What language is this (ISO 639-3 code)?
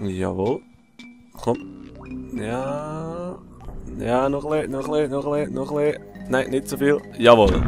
gsw